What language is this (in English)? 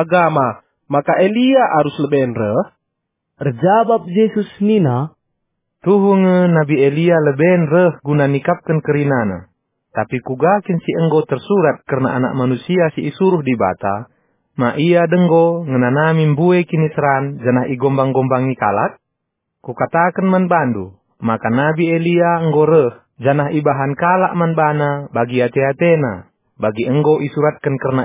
Batak Karo